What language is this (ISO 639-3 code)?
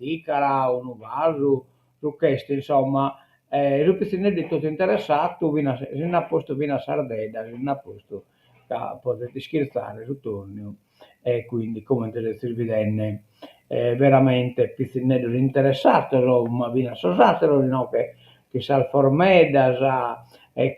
srd